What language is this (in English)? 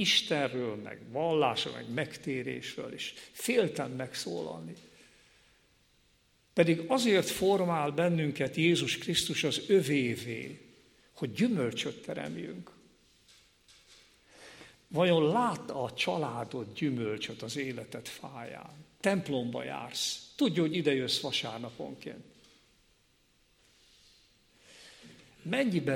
Hungarian